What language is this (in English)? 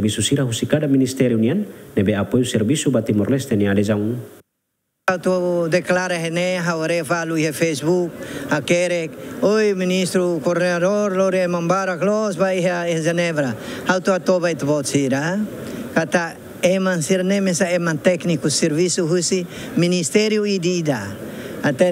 Tetum